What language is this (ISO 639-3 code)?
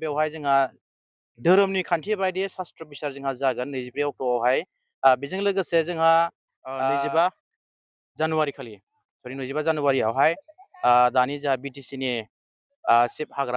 brx